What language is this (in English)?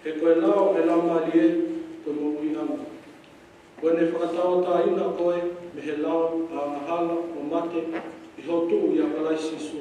Tongan